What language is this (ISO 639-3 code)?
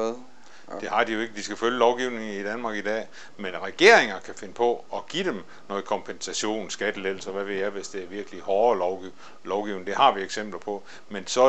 dan